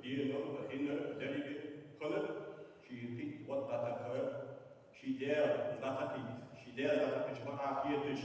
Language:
Ingush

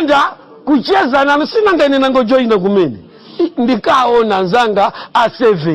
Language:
Nyanja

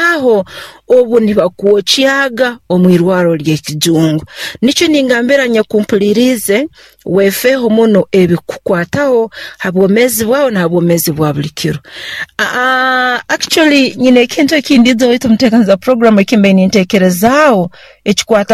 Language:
Nyoro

